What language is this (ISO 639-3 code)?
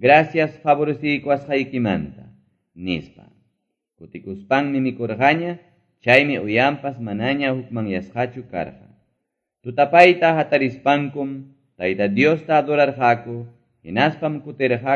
que